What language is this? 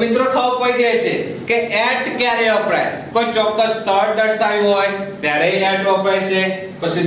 Gujarati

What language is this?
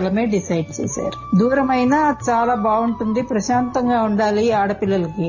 Telugu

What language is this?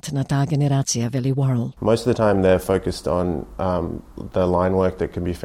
Macedonian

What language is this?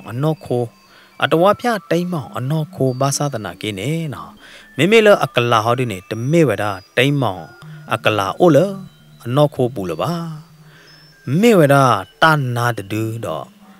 S'gaw Karen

